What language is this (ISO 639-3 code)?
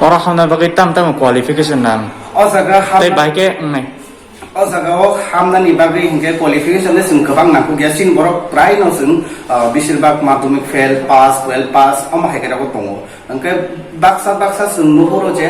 trp